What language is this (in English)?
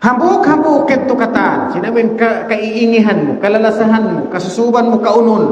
Tausug